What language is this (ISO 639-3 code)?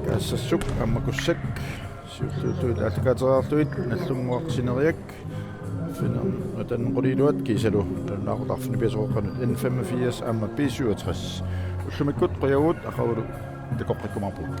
kal